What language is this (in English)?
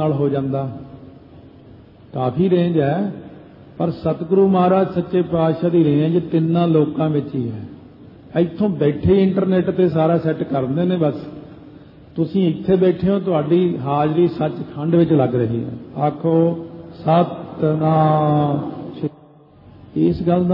Punjabi